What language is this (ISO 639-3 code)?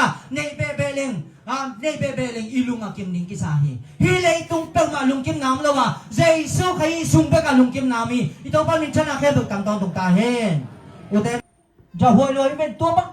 ctd